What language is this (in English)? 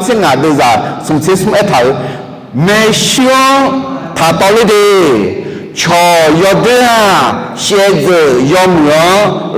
Akha